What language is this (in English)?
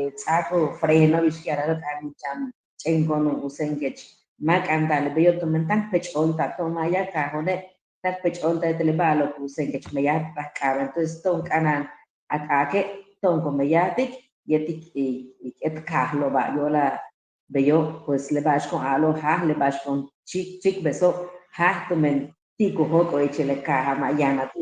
Yucateco